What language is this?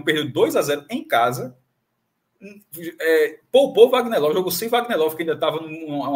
Portuguese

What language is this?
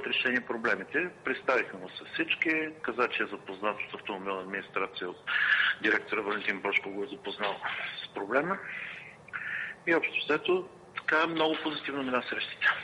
Bulgarian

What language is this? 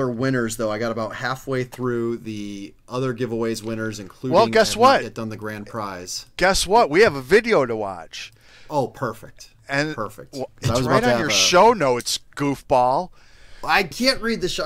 English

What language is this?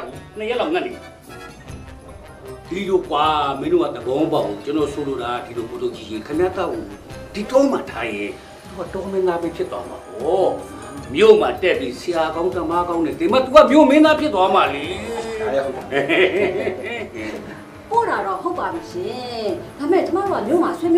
Burmese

